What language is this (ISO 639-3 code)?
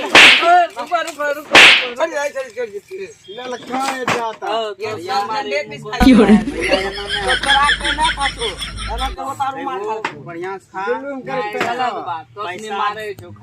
mai